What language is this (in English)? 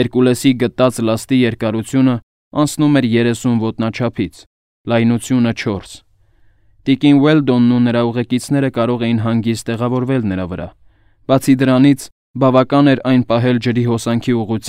Armenian